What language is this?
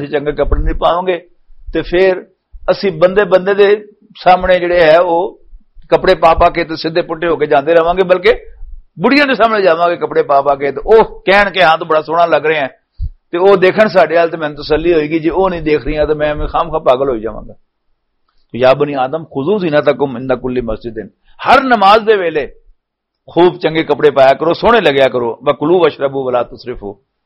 Western Panjabi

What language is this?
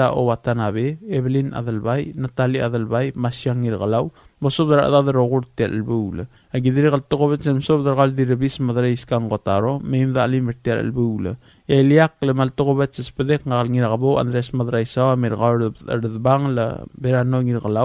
Palauan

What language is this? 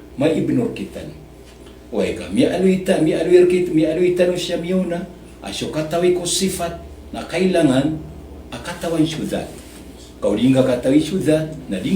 Maranao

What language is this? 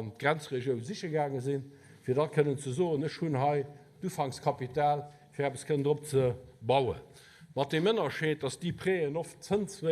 Luxembourgish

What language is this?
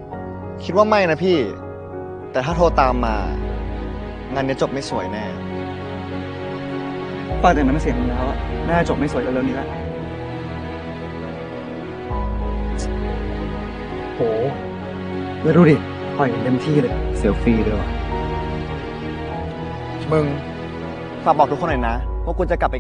Thai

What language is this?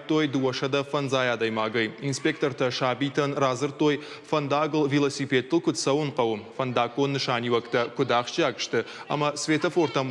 Ossetic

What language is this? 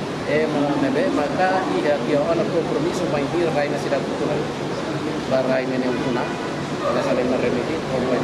Tetum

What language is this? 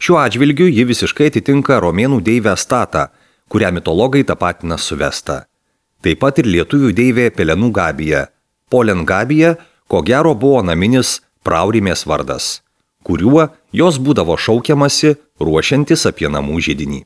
Lithuanian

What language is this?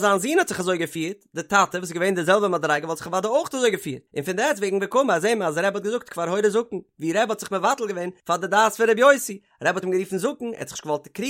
Yiddish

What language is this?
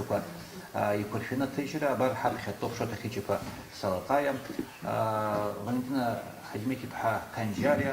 Abkhazian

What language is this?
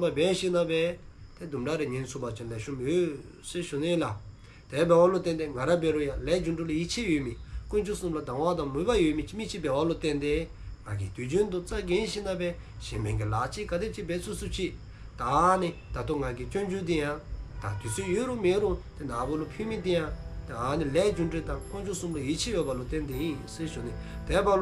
Dzongkha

